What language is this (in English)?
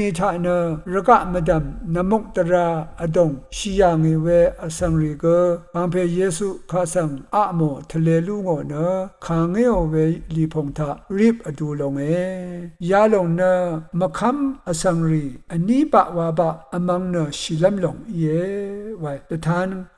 Rawang